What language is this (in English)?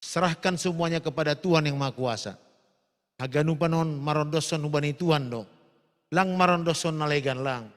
Batak Simalungun